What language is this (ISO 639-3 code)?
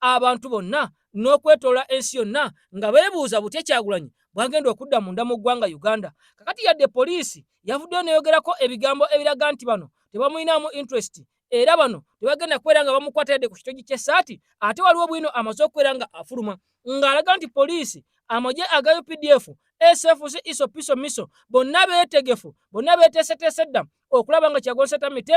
lug